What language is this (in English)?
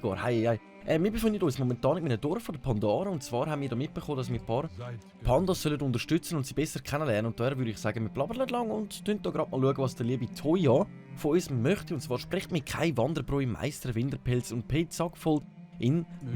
Swiss German